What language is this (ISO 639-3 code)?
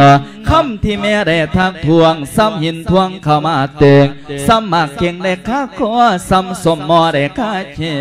lao